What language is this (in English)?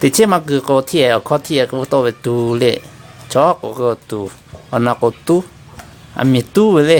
Lahu